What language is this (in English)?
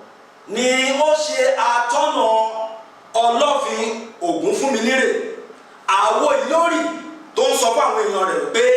Yoruba